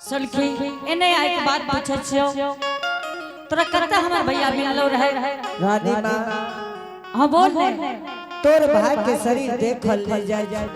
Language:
Angika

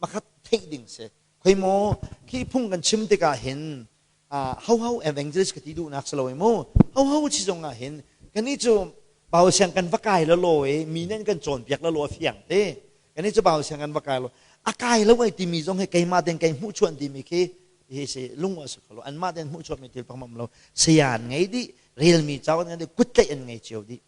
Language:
Hakha Chin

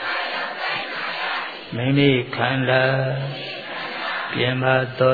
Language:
Burmese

